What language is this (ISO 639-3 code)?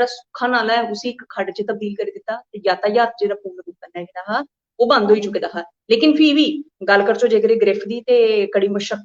doi